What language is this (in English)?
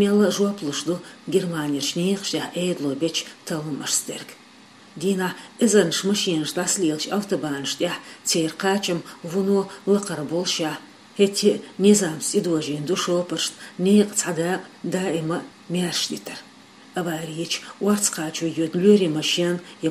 Chechen